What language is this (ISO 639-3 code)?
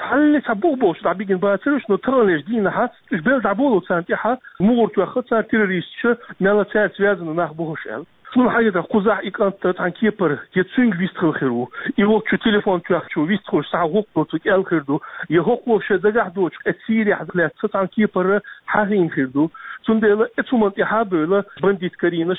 che